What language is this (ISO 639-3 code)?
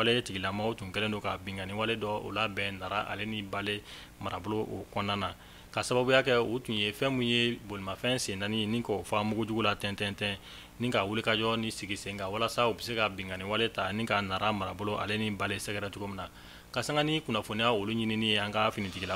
bam